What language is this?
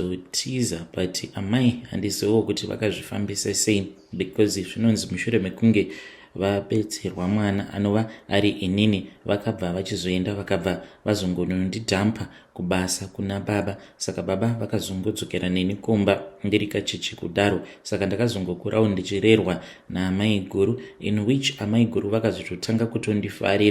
Shona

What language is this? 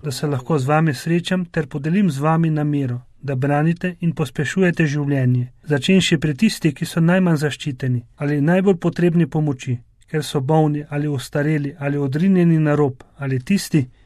Slovenian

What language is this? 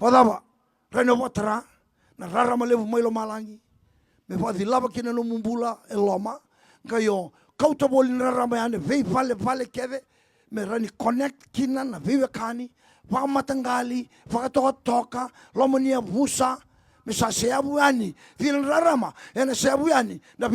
Fijian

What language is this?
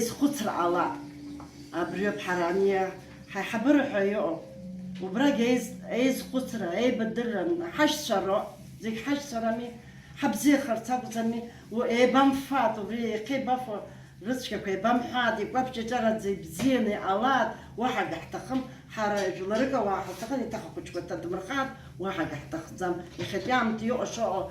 Abkhazian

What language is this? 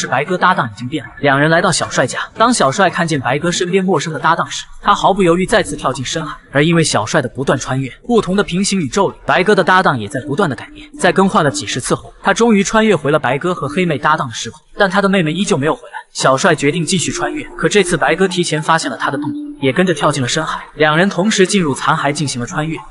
Chinese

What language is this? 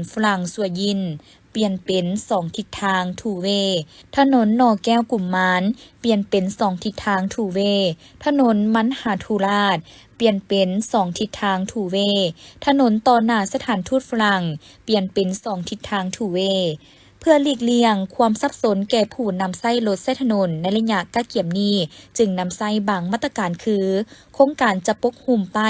Lao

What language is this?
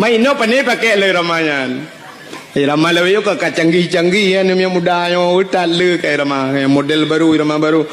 Achinese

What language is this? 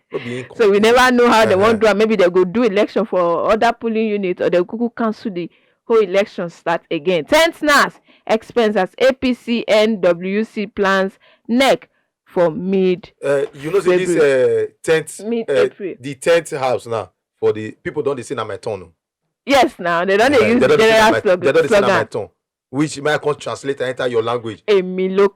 Nigerian Pidgin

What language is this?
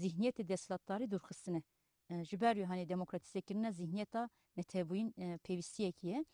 Kurdish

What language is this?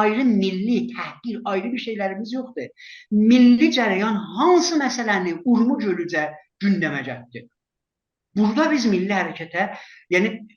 South Azerbaijani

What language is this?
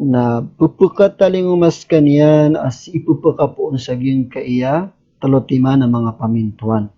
Maranao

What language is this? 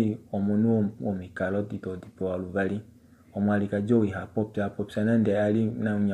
Kuanyama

